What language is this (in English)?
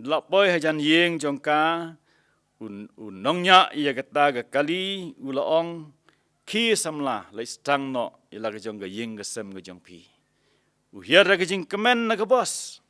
Khasi